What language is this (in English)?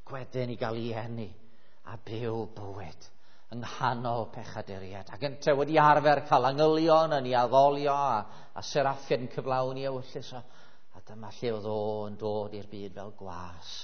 Welsh